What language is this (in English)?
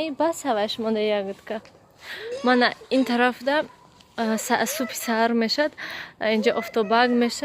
Tajik